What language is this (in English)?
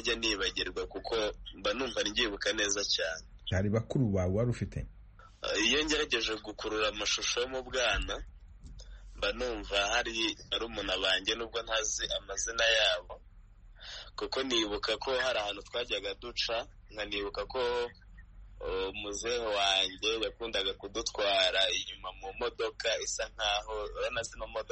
Kinyarwanda